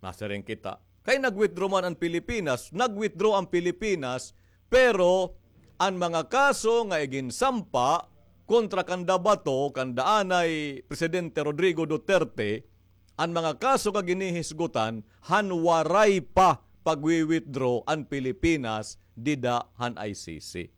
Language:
Waray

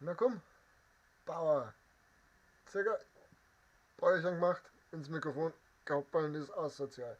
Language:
Bavarian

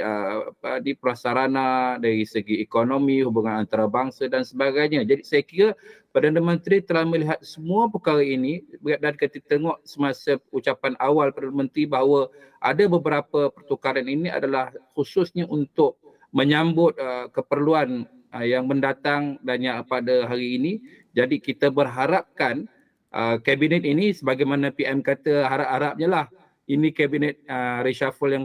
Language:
Malay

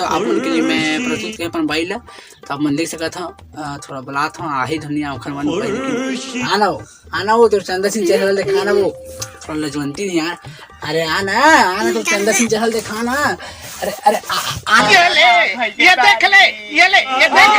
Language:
Chhattisgarhi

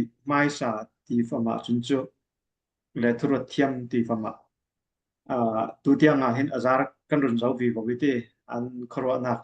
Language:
Falam Chin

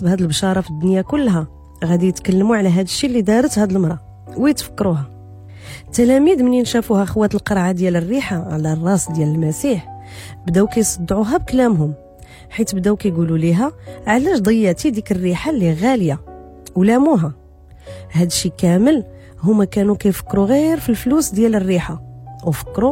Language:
Moroccan Arabic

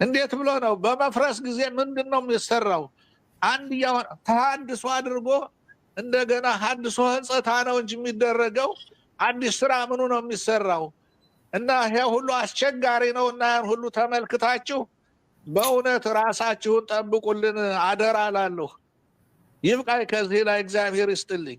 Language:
Amharic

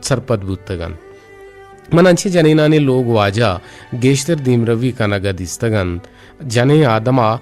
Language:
Eastern Balochi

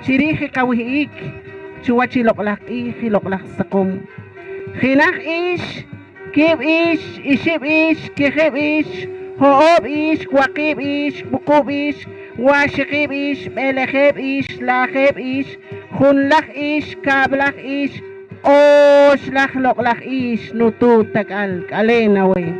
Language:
Poqomchi'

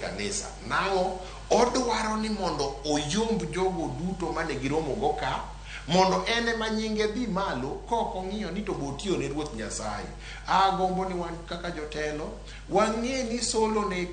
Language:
Luo (Kenya and Tanzania)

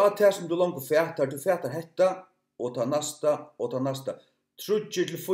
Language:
Faroese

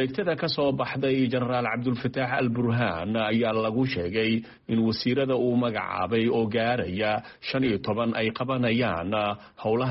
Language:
Somali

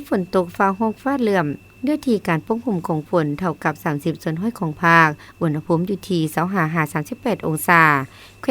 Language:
Lao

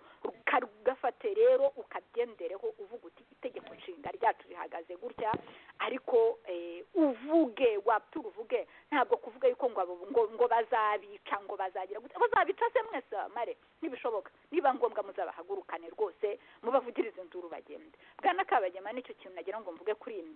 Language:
Kinyarwanda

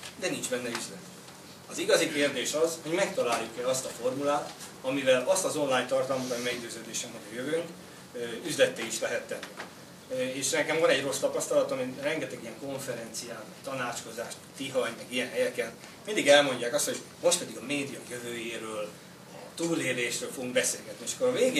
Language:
Hungarian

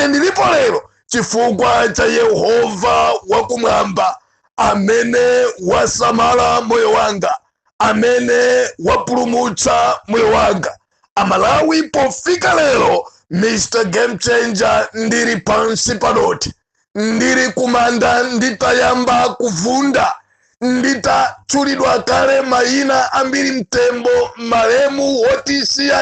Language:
Nyanja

